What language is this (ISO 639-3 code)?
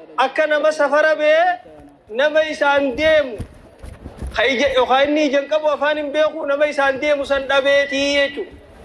orm